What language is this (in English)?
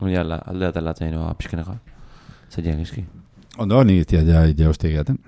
Basque